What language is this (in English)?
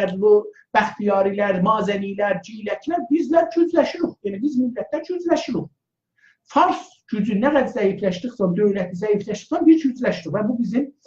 South Azerbaijani